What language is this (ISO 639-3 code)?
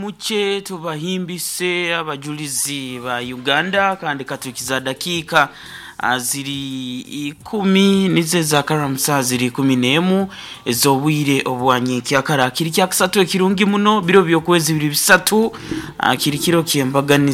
nyo